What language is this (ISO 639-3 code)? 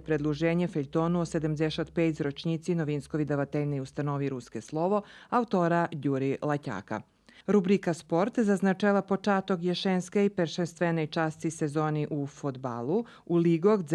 rue